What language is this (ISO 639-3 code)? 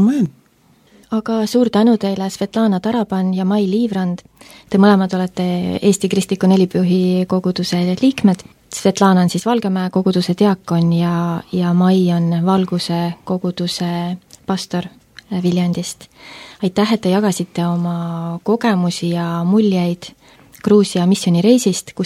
est